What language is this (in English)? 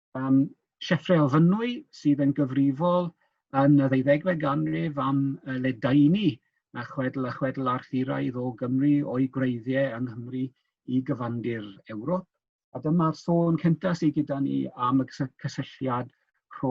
Welsh